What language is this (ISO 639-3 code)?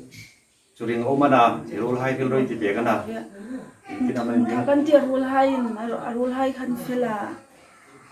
hmr